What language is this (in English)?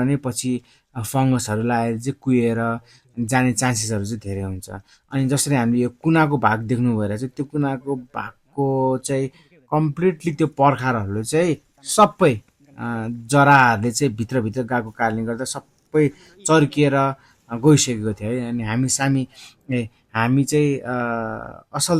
Nepali